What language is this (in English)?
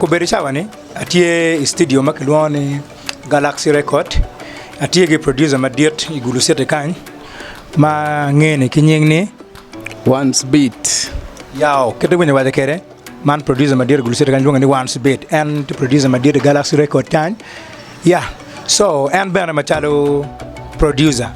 Acoli